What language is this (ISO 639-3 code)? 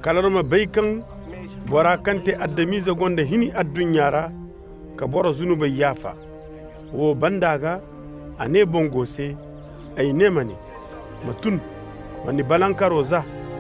ses